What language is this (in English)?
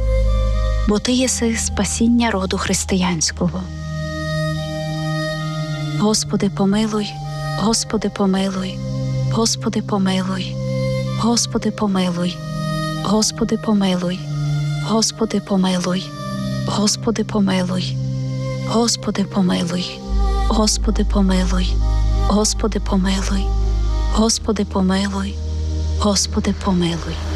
Ukrainian